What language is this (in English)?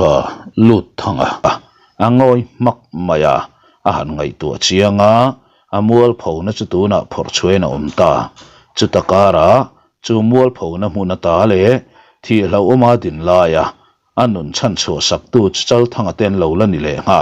Mizo